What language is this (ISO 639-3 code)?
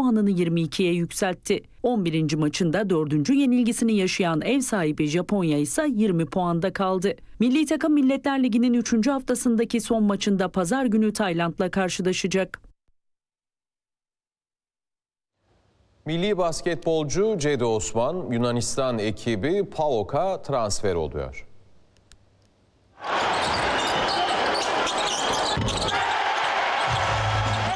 tur